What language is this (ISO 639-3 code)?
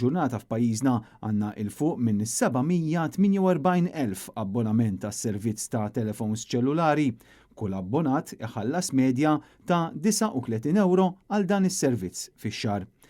mlt